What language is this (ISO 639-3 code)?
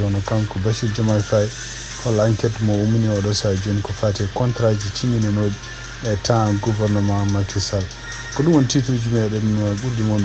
ful